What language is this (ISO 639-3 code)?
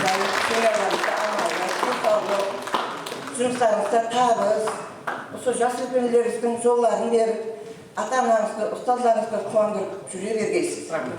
kaa